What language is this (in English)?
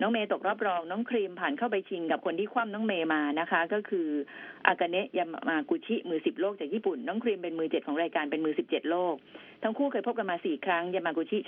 Thai